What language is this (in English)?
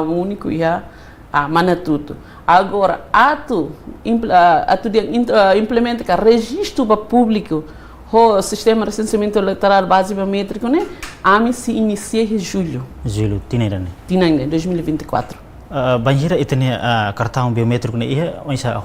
Tetum